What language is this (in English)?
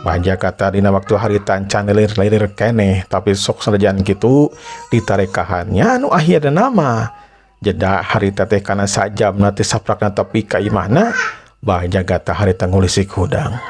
Sundanese